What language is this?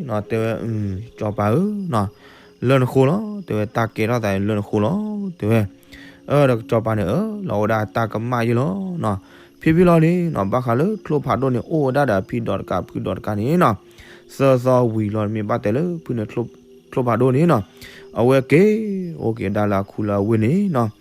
S'gaw Karen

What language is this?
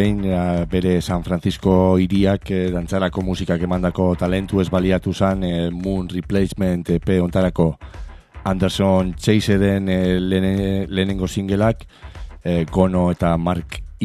Basque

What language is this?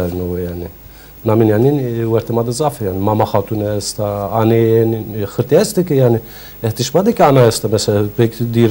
Zaza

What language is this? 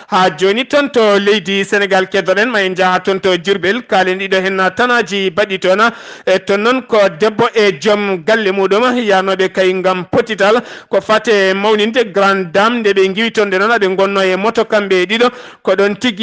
Fula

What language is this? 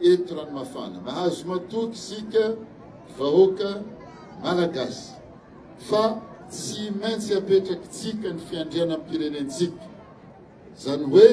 Malagasy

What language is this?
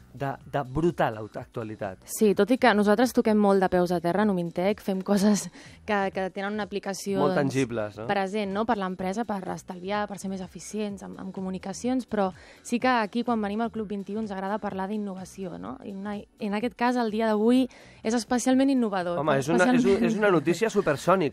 Catalan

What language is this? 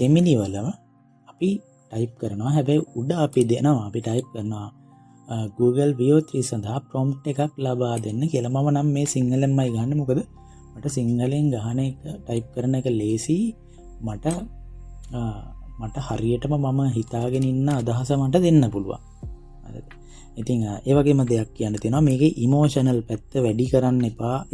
Sinhala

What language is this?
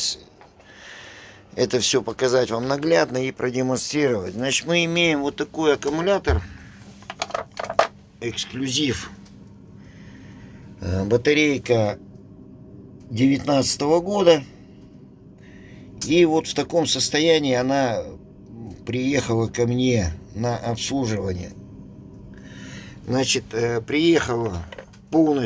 Russian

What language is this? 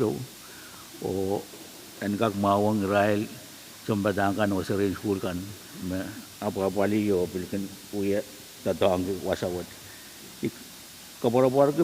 Pohnpeian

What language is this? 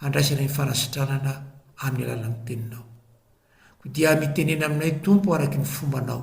Malagasy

